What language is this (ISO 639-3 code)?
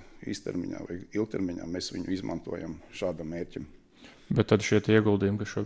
lav